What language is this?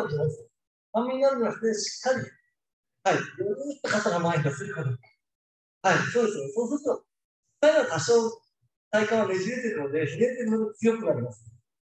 Japanese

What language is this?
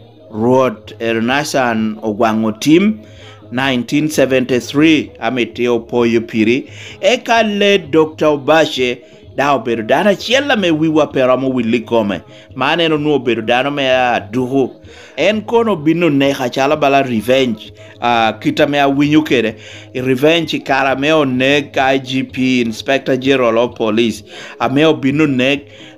Lango (Uganda)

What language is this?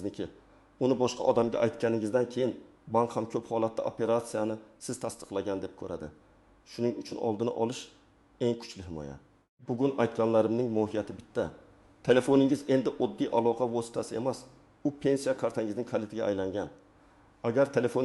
Uzbek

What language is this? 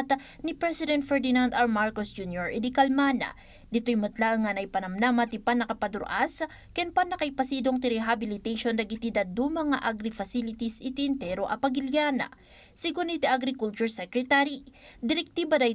Iloko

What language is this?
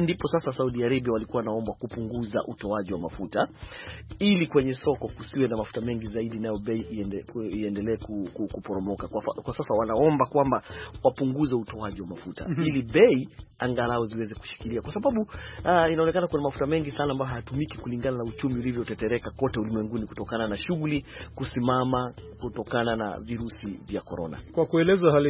Swahili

